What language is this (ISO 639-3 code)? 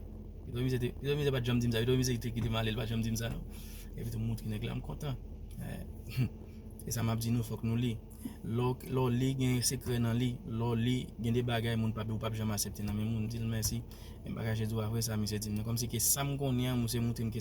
hat